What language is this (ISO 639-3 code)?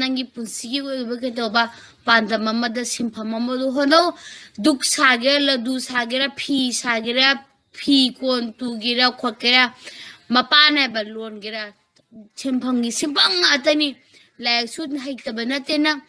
mni